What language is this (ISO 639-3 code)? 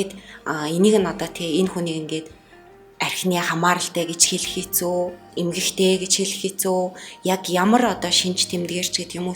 mon